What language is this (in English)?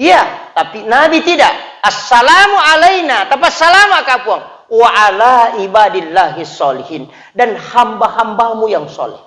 Buginese